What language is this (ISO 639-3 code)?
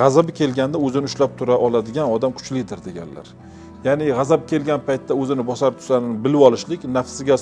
uzb